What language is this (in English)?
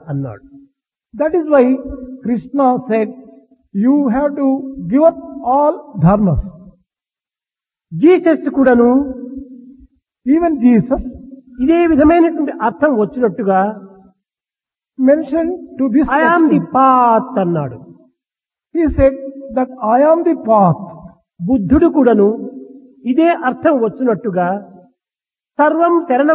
Telugu